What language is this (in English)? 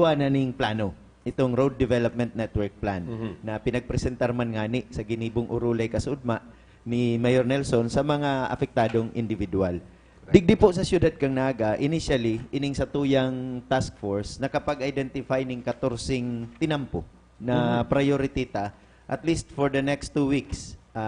Bikol